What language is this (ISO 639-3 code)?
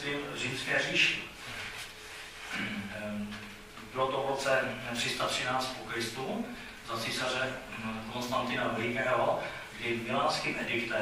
ces